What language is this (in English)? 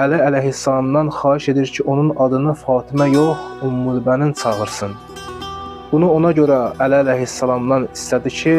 Azerbaijani